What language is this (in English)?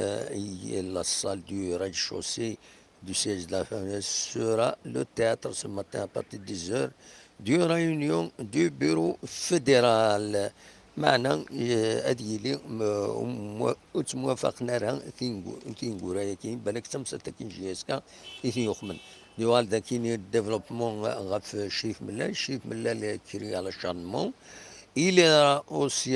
Kabyle